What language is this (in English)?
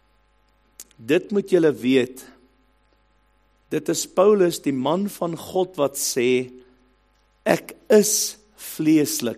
Afrikaans